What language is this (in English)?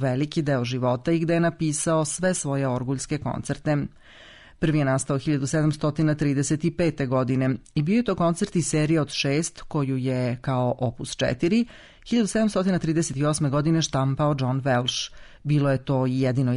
Serbian